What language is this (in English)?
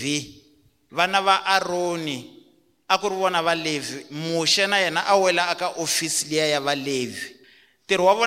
Tsonga